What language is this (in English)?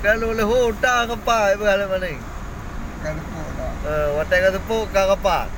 Achinese